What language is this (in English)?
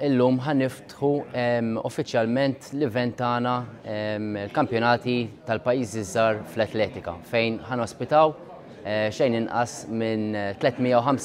Maltese